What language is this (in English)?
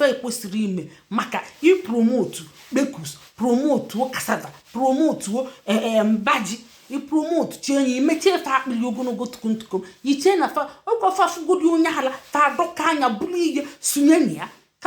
Igbo